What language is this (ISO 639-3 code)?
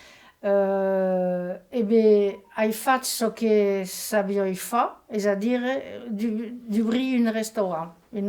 oci